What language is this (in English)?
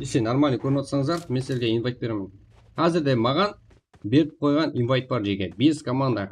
Kara-Kalpak